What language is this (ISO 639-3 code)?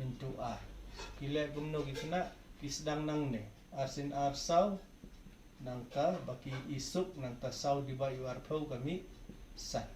kha